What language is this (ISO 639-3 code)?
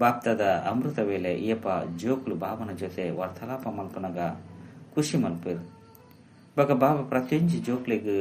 tcy